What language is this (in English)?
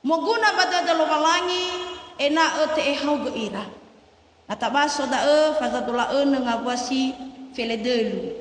Nias